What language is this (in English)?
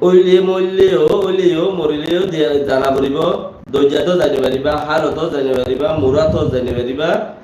Rohingya